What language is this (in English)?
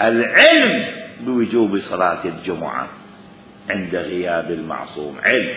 Mesopotamian Arabic